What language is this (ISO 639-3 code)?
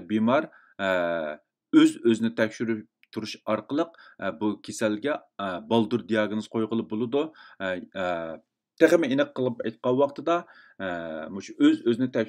uig